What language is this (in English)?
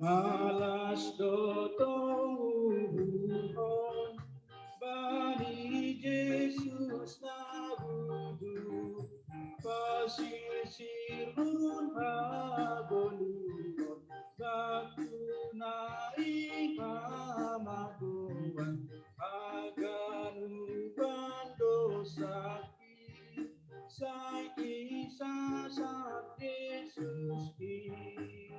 Batak Simalungun